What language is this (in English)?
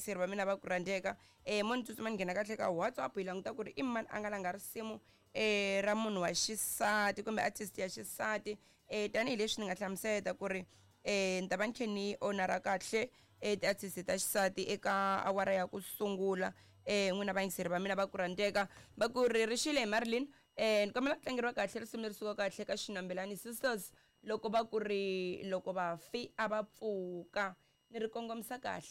Tsonga